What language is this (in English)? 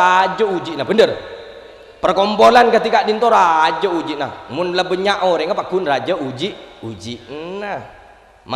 Madurese